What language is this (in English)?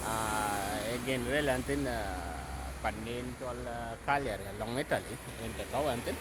Dinka